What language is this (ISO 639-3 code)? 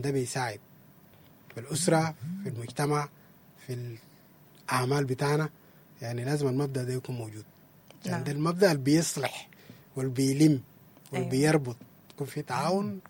apd